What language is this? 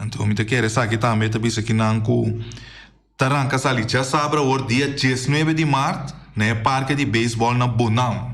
Papiamento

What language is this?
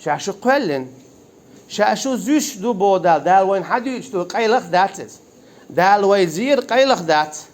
Chechen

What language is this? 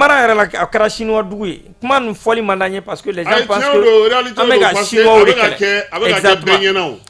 Bambara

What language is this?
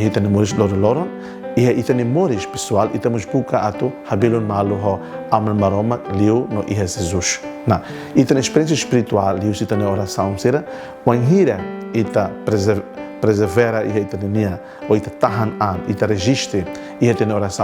Tetum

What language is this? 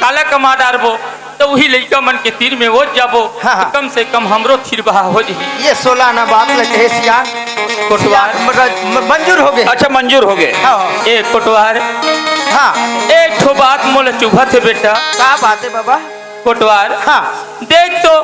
Chhattisgarhi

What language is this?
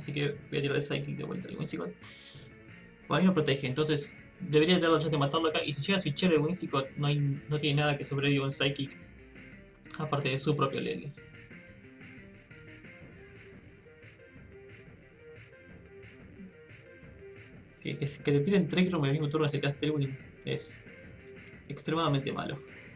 Spanish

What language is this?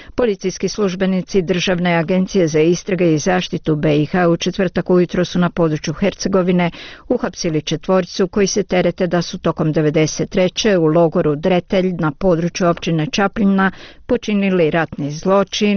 Bosnian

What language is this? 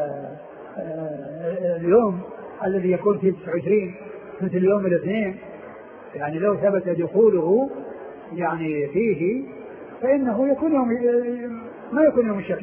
Arabic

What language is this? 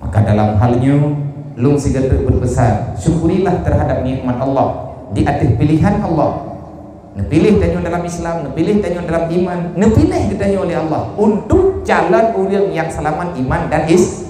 Achinese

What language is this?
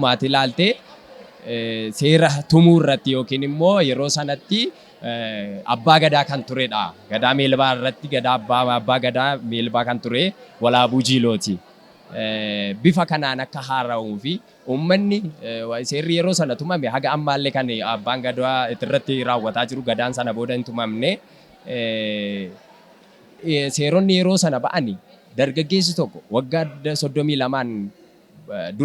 Oromo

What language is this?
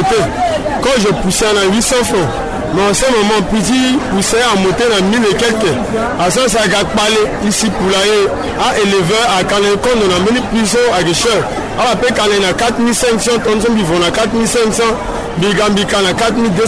Sango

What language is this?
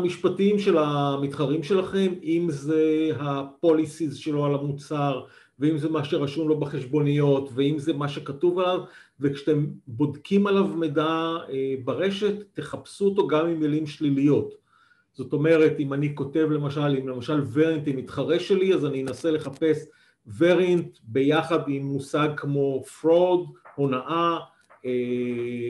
Hebrew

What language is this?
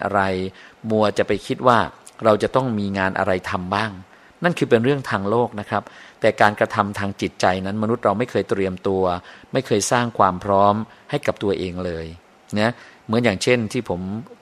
Thai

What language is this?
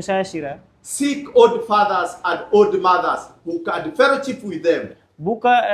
Tetum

